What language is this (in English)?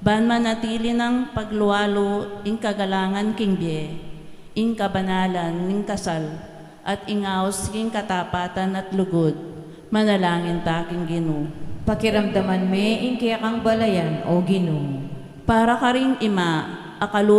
Pampanga